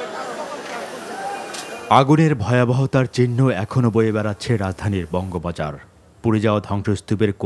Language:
Bangla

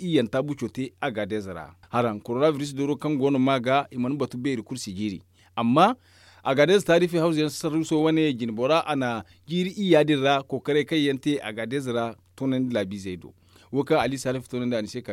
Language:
Zarma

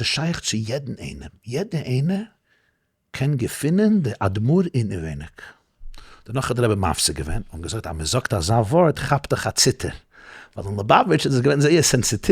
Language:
Yiddish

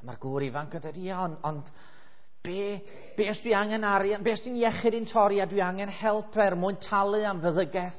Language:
Welsh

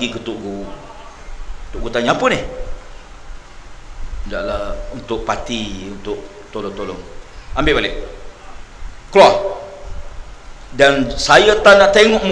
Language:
Malay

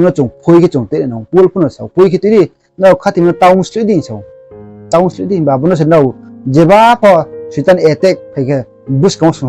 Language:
Riang (India)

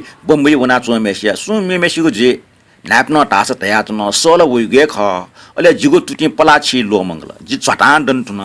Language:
Newari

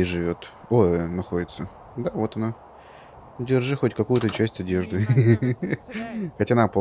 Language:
Russian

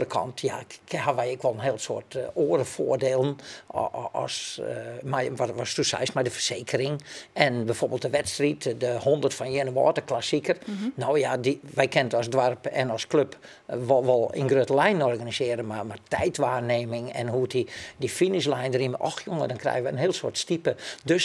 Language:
Western Frisian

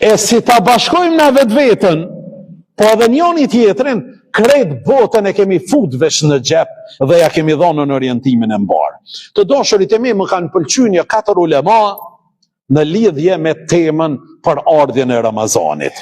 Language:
Albanian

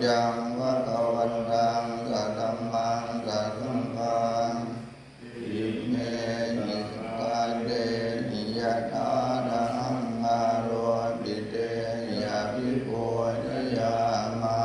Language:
Pali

